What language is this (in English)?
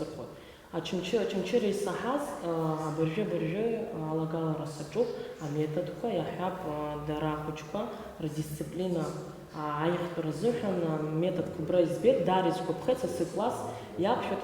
Abkhazian